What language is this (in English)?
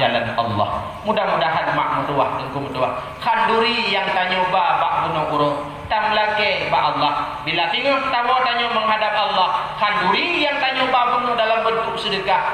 Achinese